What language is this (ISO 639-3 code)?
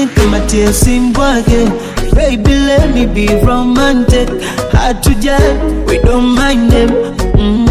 swa